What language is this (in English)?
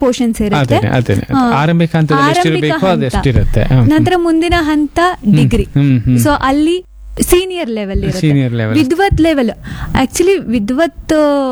Kannada